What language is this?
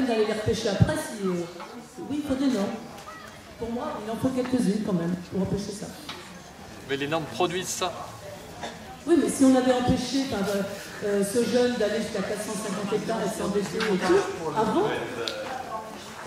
French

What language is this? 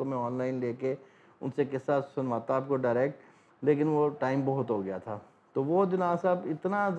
Urdu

